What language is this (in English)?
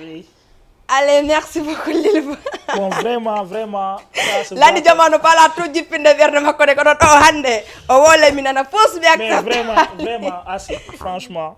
Fula